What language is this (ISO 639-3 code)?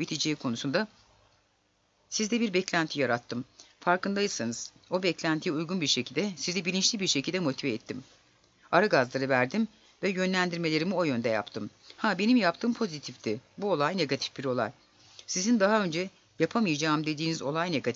tur